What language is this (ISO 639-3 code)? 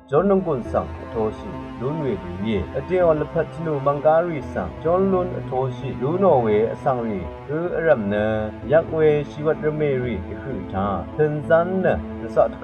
raw